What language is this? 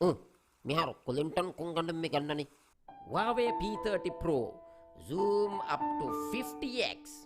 Divehi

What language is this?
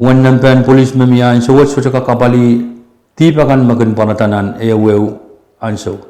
Pohnpeian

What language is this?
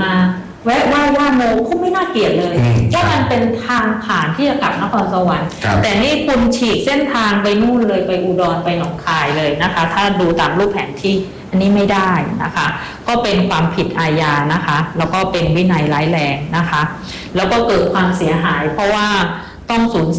Thai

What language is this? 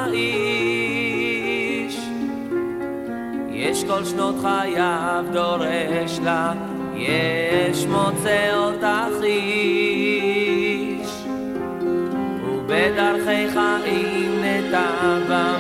Hebrew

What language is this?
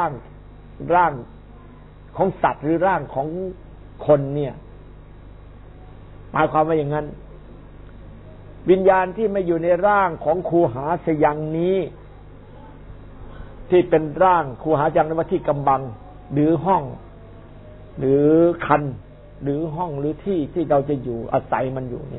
Thai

